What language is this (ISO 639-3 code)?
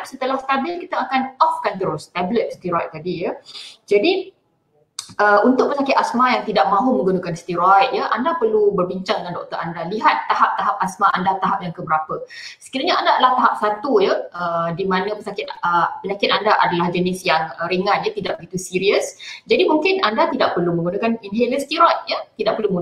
msa